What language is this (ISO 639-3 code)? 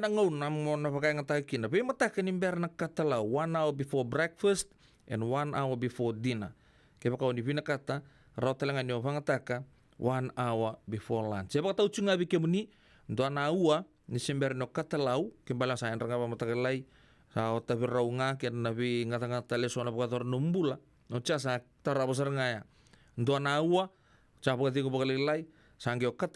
fij